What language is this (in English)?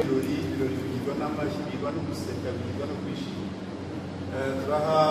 Kinyarwanda